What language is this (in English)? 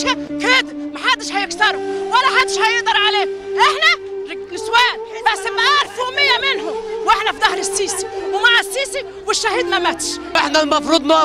Egyptian Arabic